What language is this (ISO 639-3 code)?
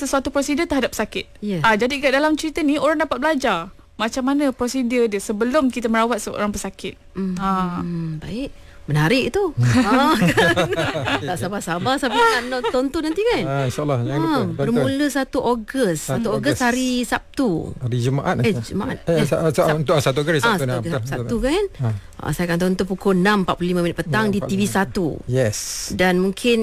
msa